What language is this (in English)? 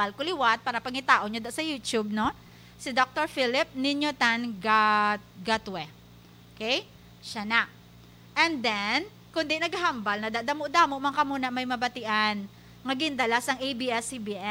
Hiligaynon